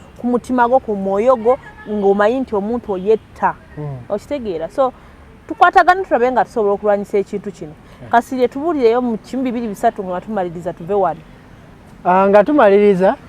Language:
Ganda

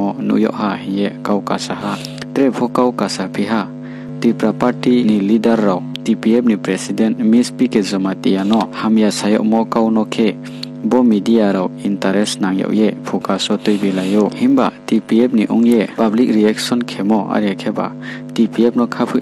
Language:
Riang (India)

